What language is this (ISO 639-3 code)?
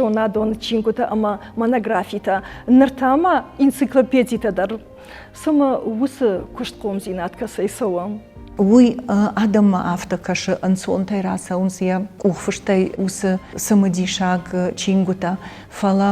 oss